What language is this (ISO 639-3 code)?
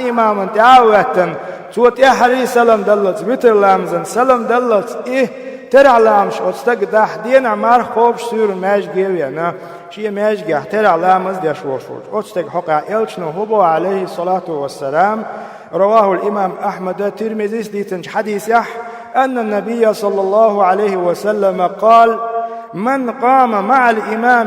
che